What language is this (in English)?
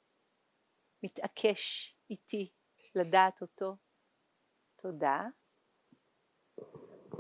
Hebrew